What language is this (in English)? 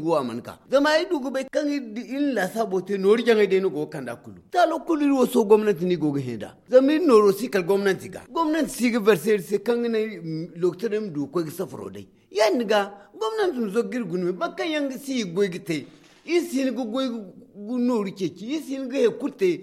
Zarma